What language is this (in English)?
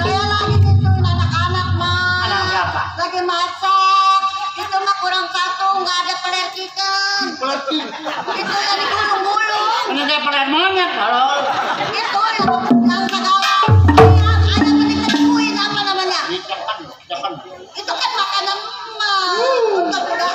Betawi